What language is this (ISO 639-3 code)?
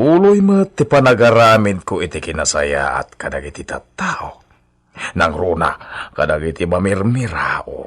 ilo